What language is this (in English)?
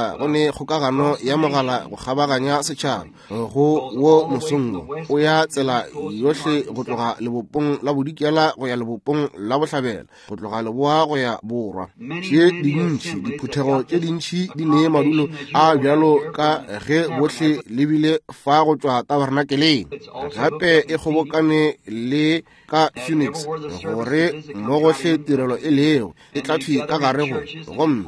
Northern Sotho